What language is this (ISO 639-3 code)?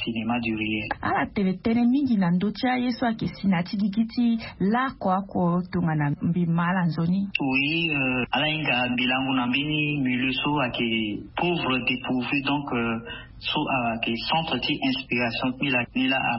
sag